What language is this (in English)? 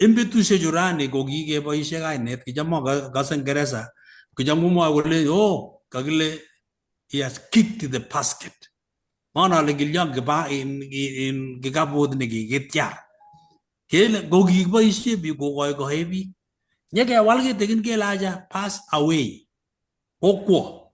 Kalenjin